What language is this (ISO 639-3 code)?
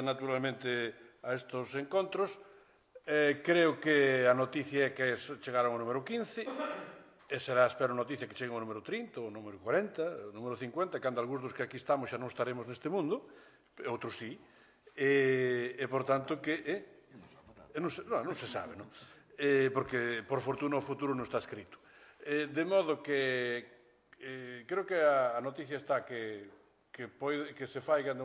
glg